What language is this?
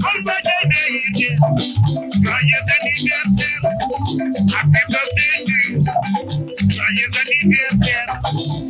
Fula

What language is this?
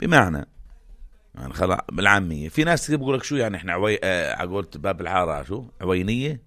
North Levantine Arabic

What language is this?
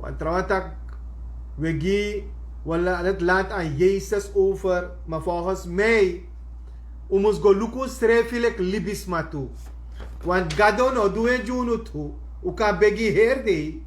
Sranan Tongo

